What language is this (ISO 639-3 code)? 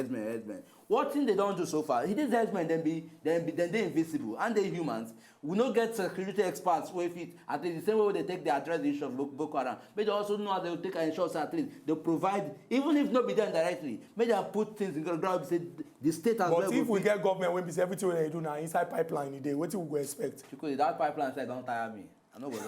pcm